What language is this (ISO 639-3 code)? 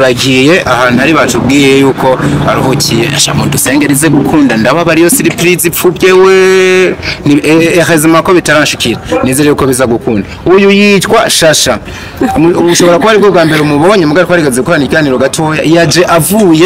run